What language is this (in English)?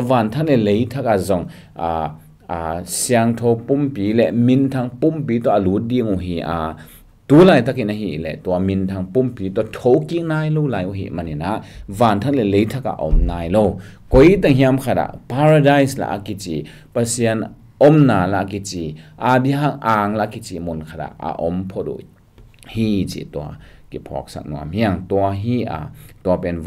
Tedim Chin